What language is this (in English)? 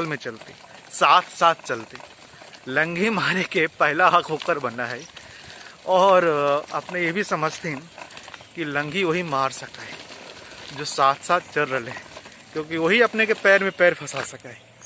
Magahi